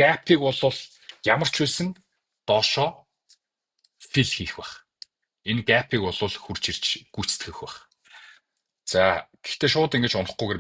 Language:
Mongolian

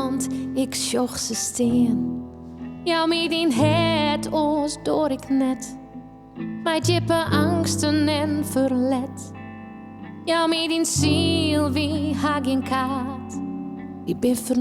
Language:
Western Frisian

